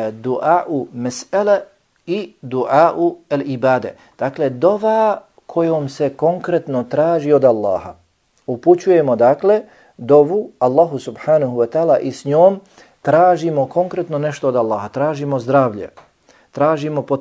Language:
Bosnian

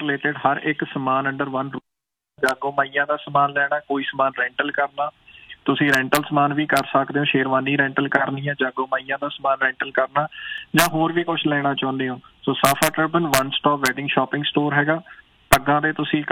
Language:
Punjabi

